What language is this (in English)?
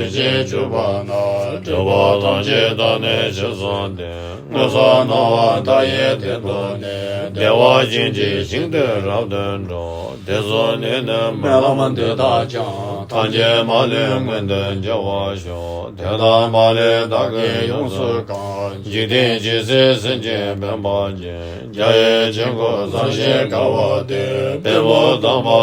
Tibetan